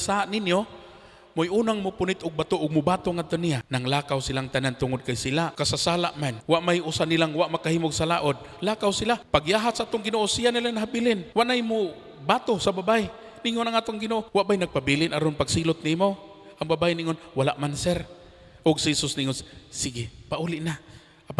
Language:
Cebuano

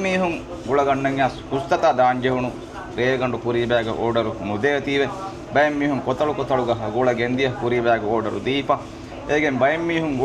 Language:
Divehi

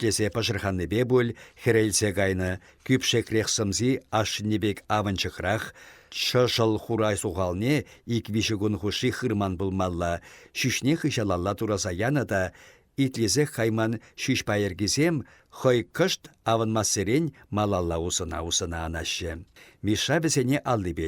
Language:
Chuvash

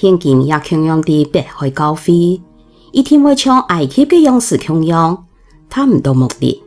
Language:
Hakka Chinese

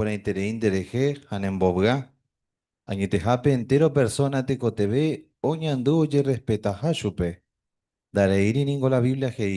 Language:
Guarani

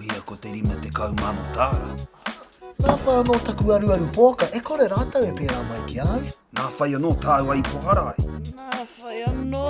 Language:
Māori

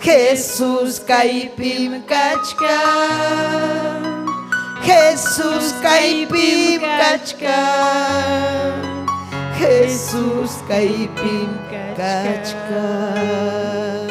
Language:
Ayacucho Quechua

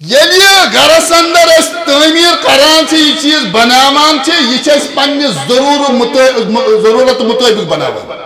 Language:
Kashmiri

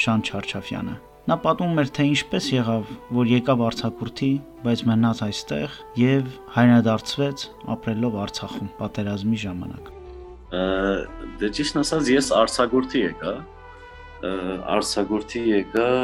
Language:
Armenian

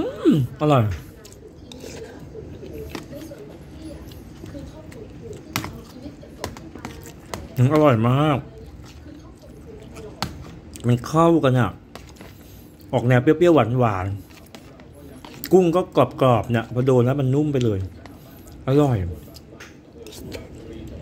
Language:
Thai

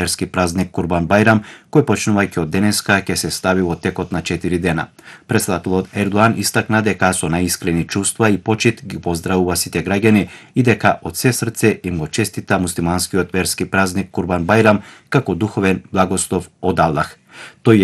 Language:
Macedonian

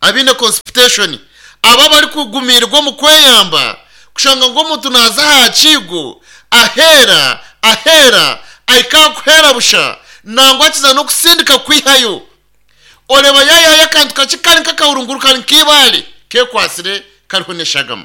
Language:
Nyankole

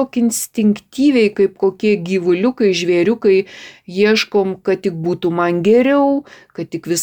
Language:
Lithuanian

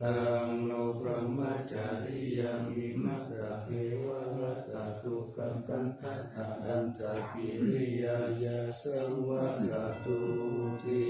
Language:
Pali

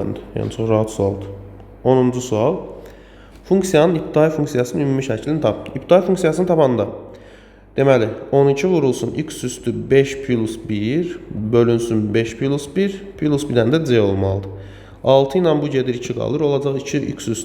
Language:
Azerbaijani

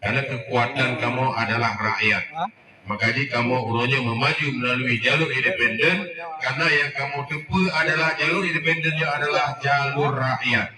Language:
Achinese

